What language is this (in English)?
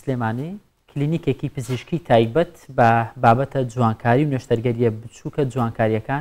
Central Kurdish